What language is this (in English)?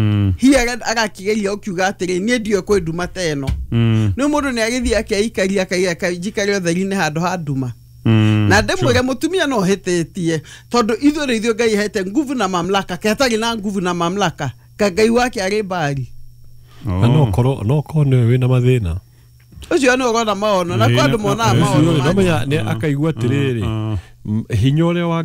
Kikuyu